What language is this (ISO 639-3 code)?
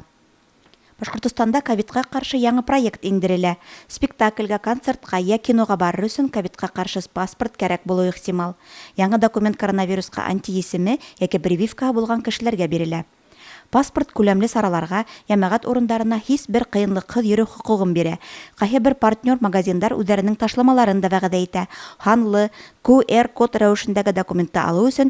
bak